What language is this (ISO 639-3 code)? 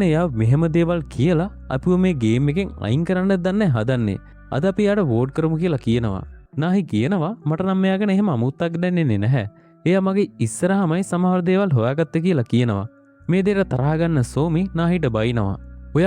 sin